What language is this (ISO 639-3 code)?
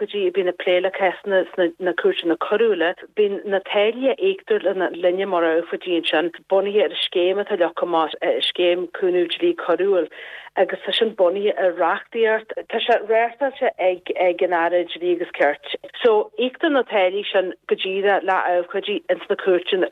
gle